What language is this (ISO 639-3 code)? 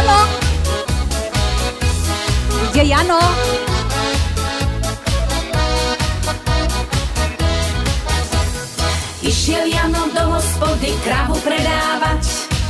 slk